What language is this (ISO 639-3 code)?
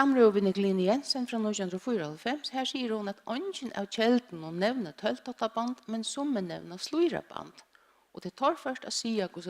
fao